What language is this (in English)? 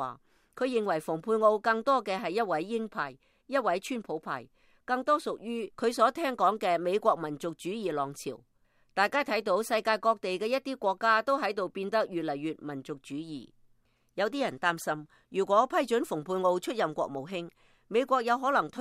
Cantonese